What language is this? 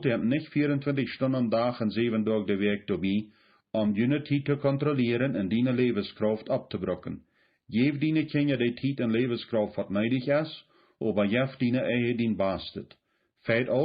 Plautdietsch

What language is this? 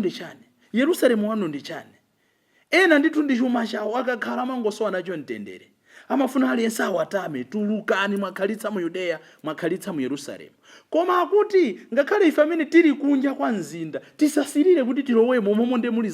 Nyanja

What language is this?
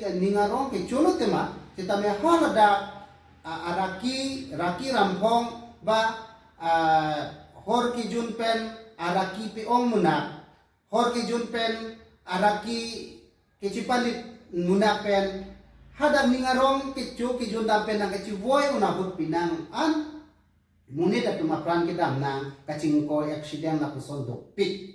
Karbi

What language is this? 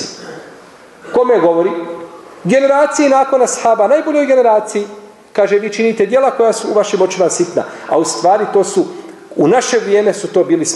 Bosnian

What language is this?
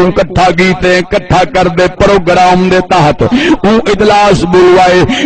Saraiki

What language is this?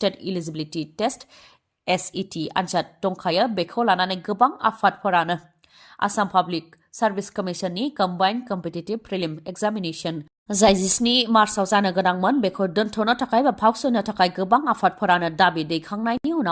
Bodo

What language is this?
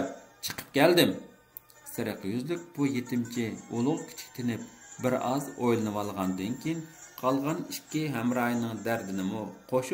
Uyghur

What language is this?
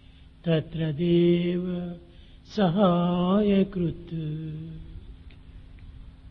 Telugu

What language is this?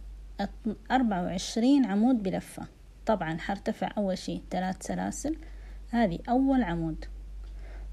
Hijazi Arabic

